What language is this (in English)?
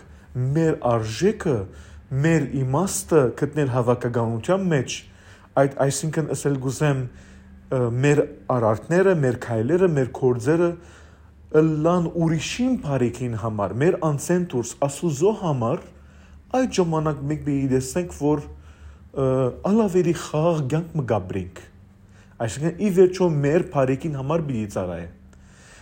Western Armenian